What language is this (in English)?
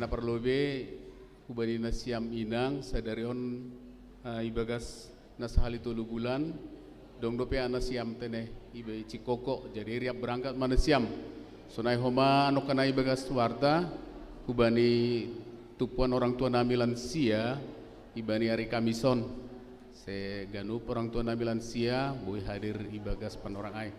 Batak Simalungun